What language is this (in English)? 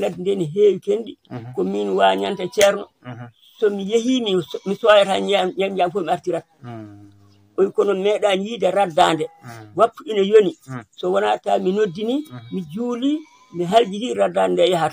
Fula